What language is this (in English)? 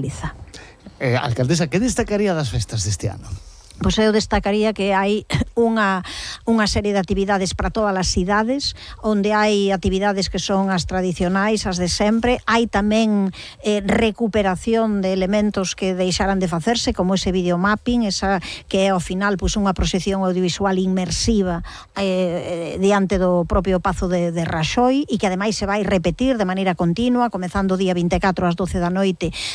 Galician